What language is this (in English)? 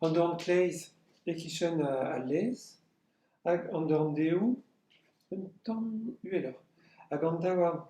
Breton